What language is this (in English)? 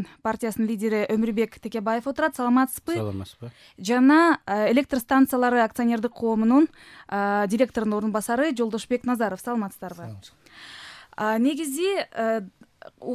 Kyrgyz